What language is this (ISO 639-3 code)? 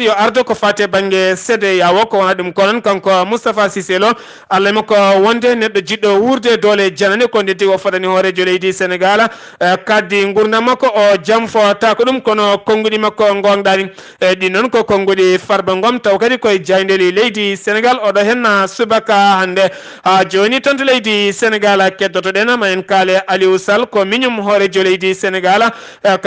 ful